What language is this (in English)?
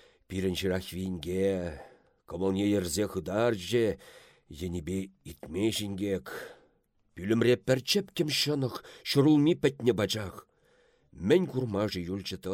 Chuvash